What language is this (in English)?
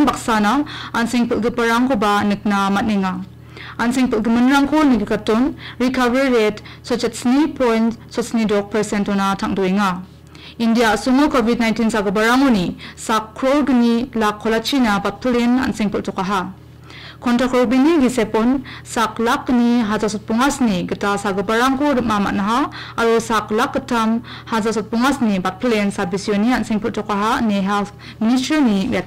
Garo